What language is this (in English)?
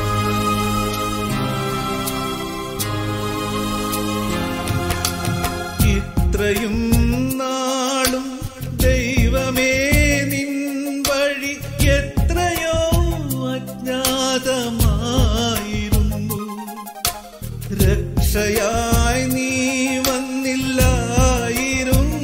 Malayalam